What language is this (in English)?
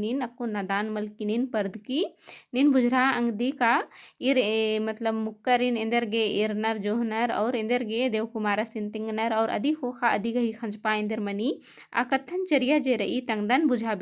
Kurukh